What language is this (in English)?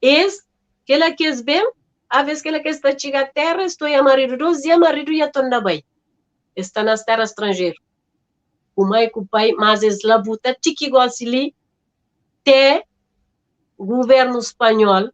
Kabuverdianu